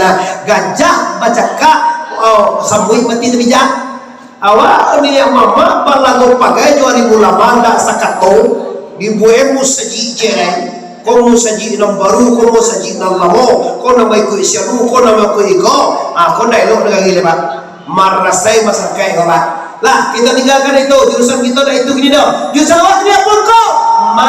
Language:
Minangkabau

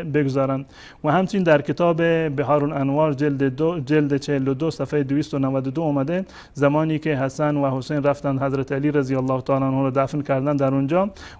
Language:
Persian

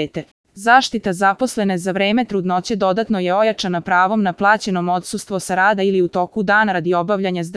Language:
Serbian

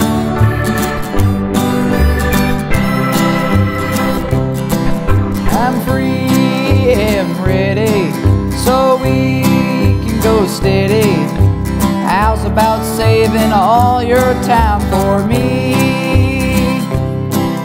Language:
English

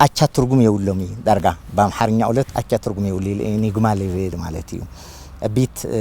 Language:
Tigrinya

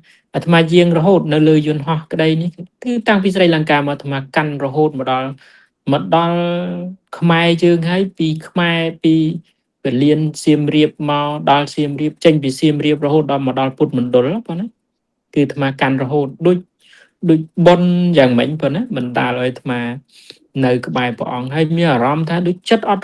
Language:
Khmer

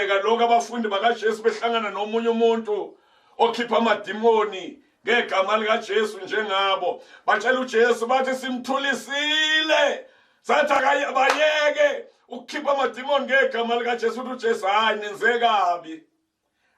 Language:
Zulu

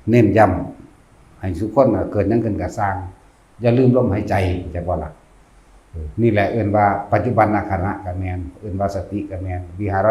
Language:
Northeastern Thai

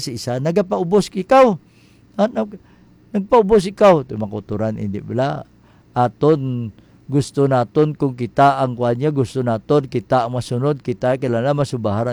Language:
Hiligaynon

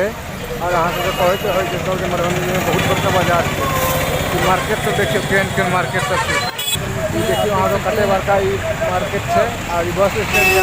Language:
Maithili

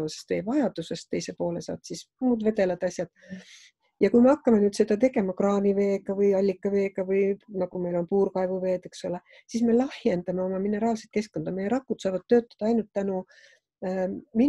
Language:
Estonian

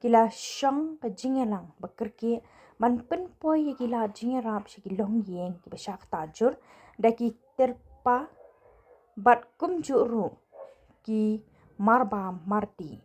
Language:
Khasi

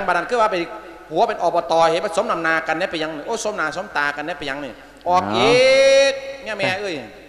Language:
Lao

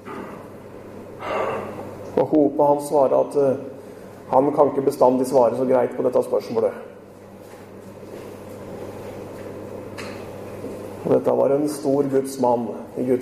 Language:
Norwegian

